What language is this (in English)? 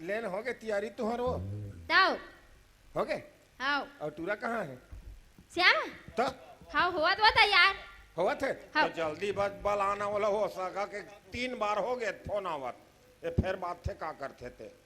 Chhattisgarhi